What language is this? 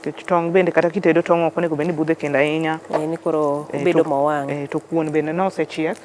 Luo (Kenya and Tanzania)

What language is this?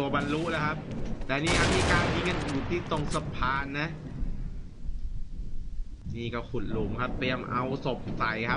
Thai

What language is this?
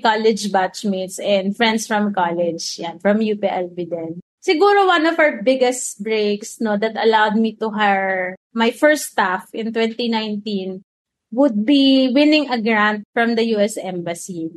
Filipino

